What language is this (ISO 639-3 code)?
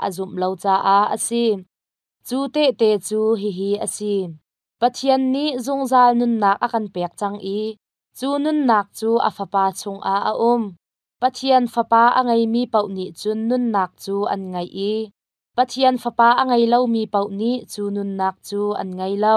cnh